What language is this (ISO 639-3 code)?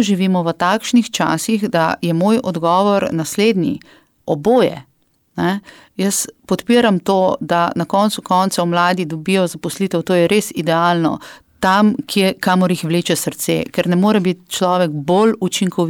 slv